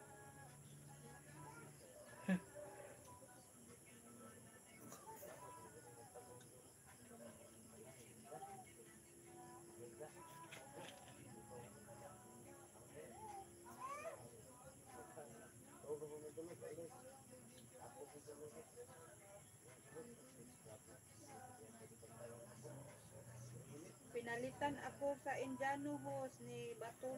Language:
Filipino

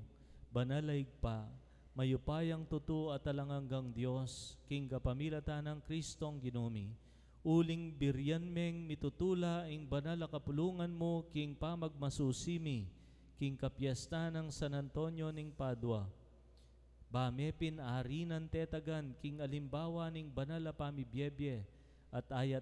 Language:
Pampanga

